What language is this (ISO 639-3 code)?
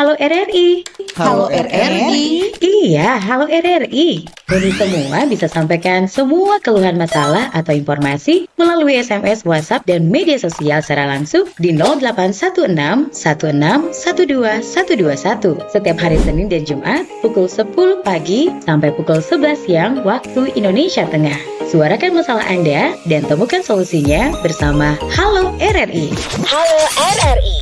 xmm